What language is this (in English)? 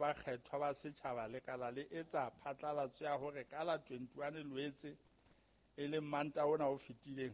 Southern Sotho